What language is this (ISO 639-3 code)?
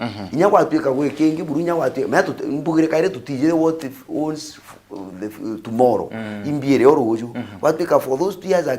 mer